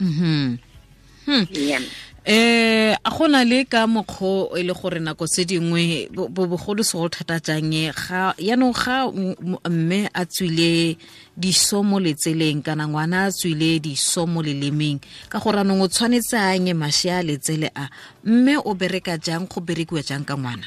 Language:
Tswana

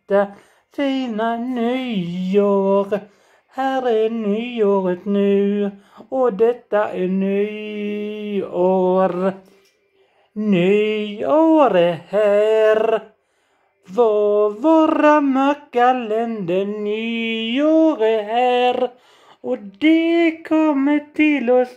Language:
Swedish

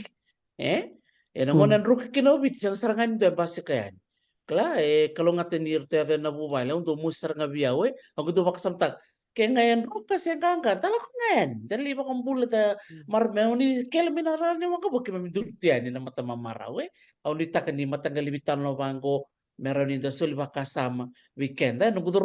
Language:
Fijian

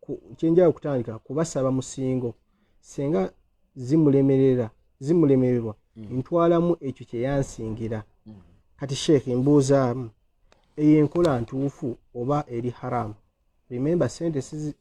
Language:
Ganda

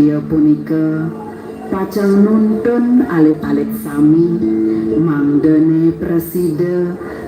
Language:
Balinese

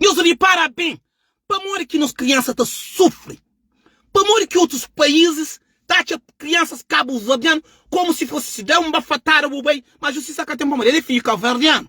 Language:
Kabuverdianu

